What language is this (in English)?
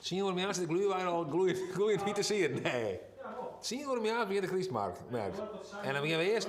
Western Frisian